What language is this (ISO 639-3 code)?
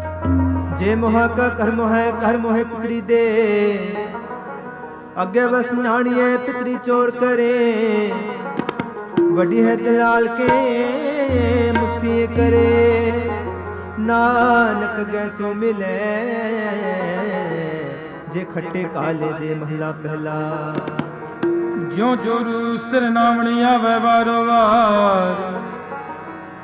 pan